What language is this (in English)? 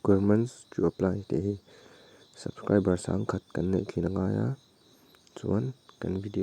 Mizo